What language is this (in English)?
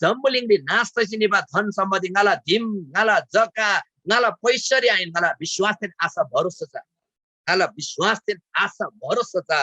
Eastern Tamang